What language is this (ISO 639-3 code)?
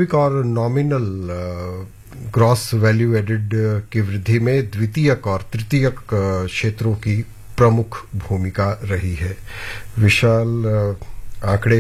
hin